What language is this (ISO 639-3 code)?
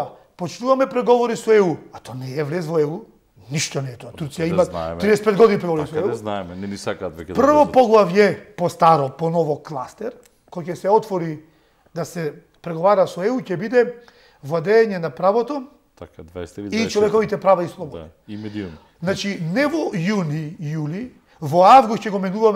mkd